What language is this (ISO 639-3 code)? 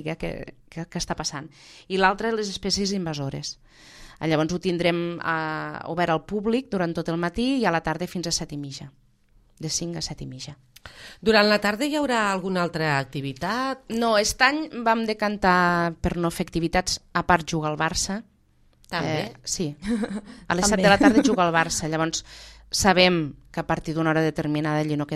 cat